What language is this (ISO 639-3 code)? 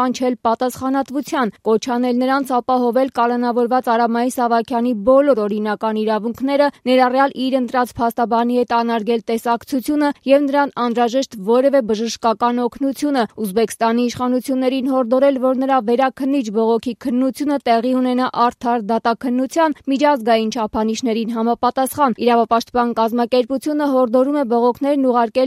hye